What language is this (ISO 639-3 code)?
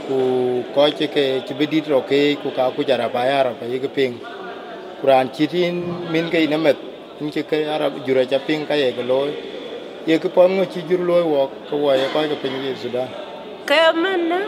din